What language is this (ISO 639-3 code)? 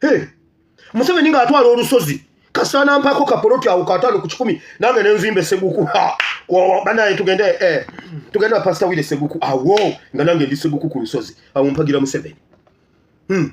lug